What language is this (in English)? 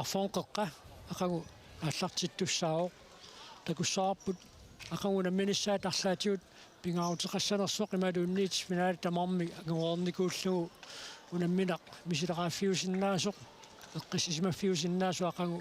Kalaallisut